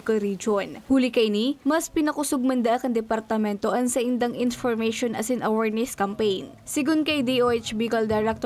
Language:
Bikol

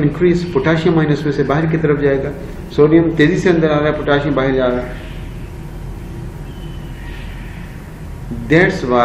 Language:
Hindi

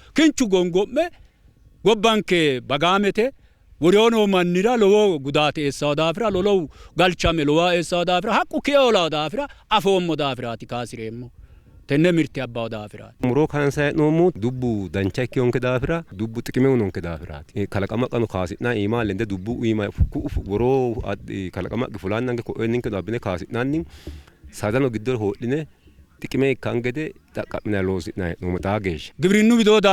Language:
Sidamo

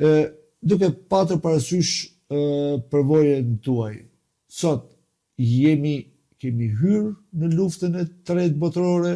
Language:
Albanian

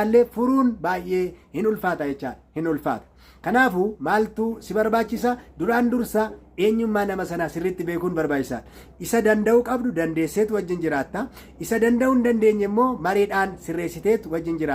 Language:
Oromo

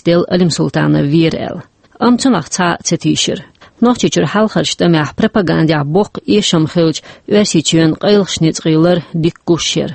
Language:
Chechen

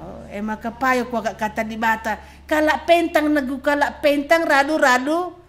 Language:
Batak Karo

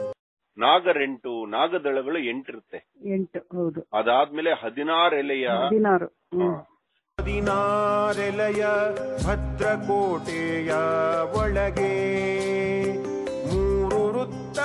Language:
Kannada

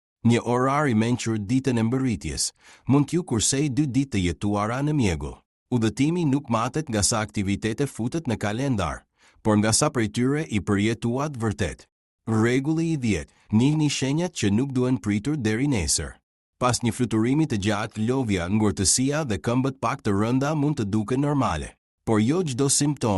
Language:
Albanian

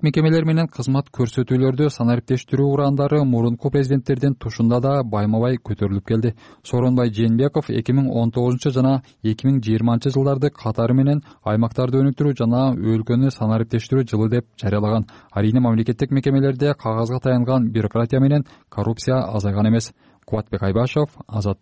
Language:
Kyrgyz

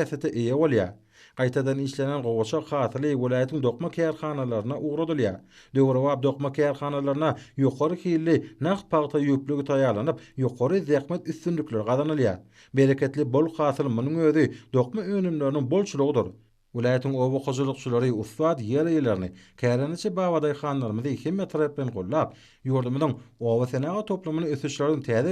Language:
Turkmen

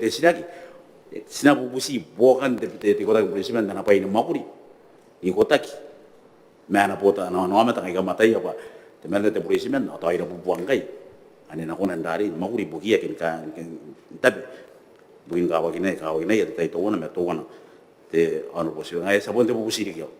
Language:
Gilbertese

